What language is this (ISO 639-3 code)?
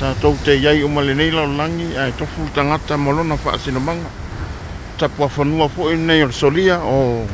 smo